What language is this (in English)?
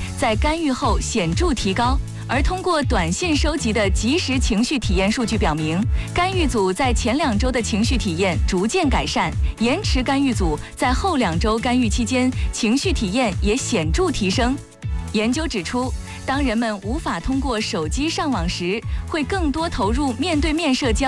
Chinese